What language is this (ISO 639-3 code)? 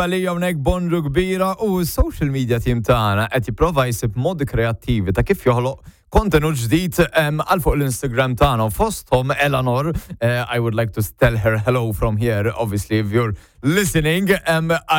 mlt